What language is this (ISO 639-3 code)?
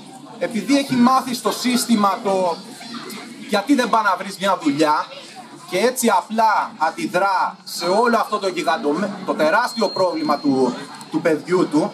ell